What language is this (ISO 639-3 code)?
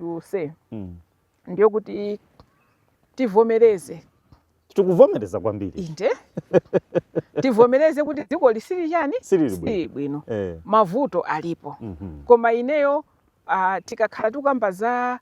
nya